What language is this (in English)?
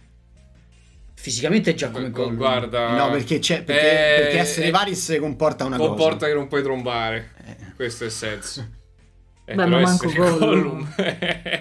Italian